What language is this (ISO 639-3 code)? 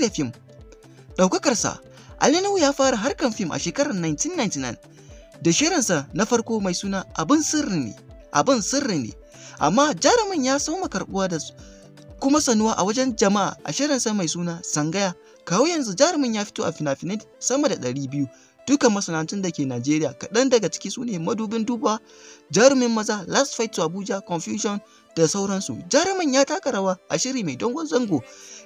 hau